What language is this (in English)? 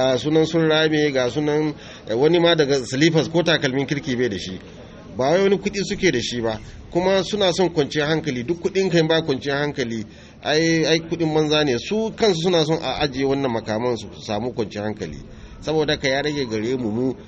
Hausa